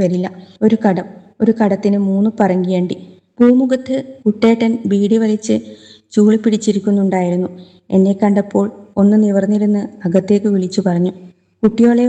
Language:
Malayalam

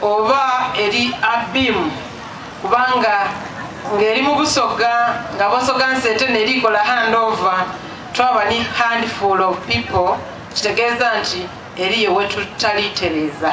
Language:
Soga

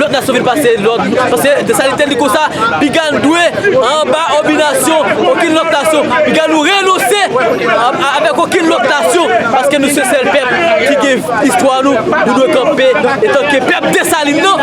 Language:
Haitian Creole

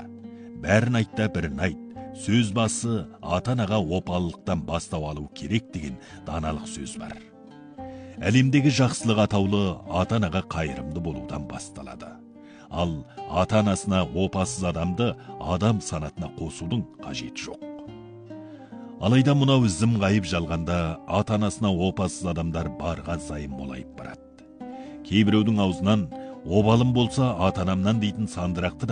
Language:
Kazakh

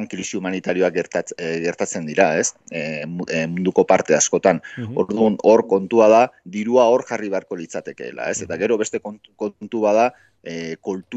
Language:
Basque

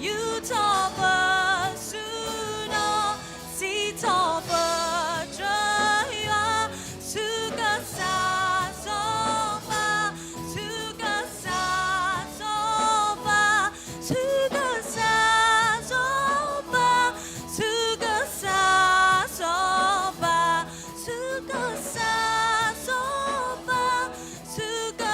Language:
S'gaw Karen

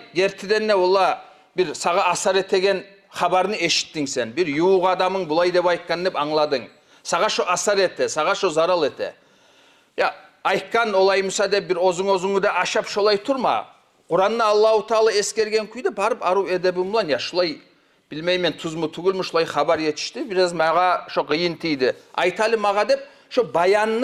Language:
Kumyk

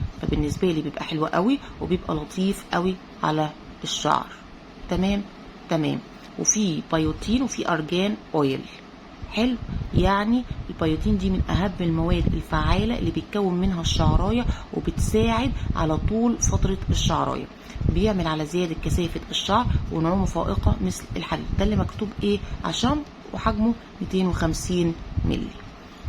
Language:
Egyptian Arabic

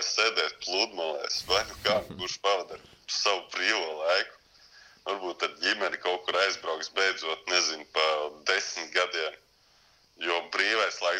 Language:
Latvian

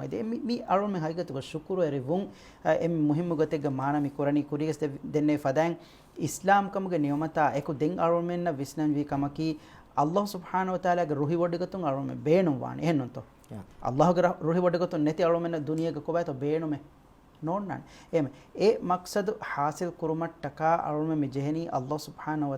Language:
Divehi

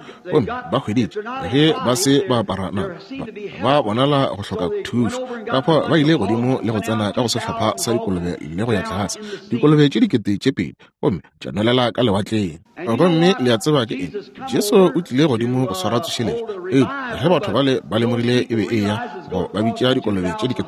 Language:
Northern Sotho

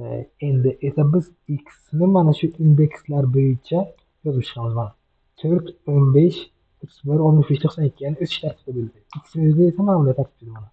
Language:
Uzbek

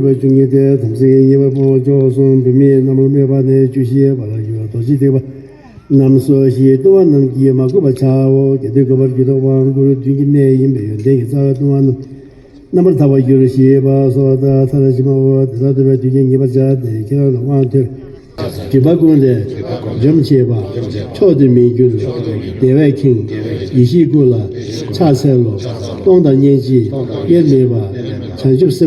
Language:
Tibetan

